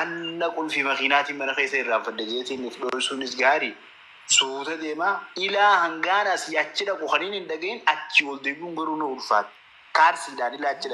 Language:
Oromo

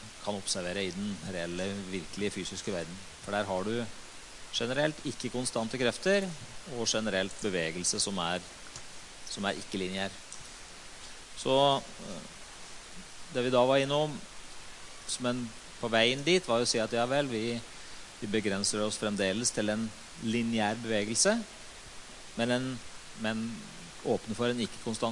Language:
Norwegian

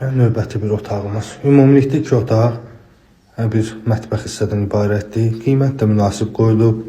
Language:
Azerbaijani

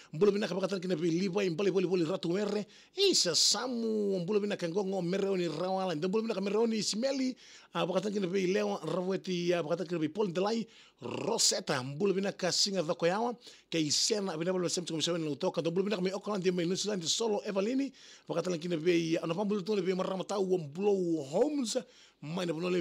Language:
Fijian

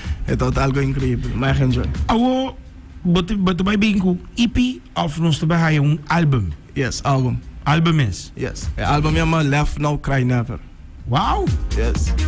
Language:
Papiamento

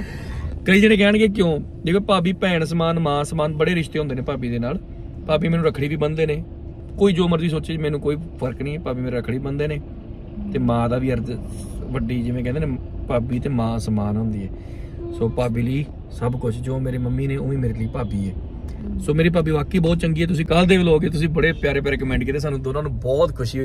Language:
Punjabi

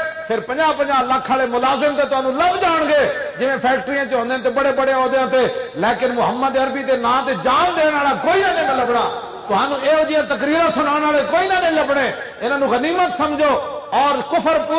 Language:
Western Panjabi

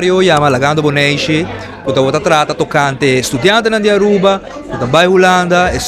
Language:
Papiamento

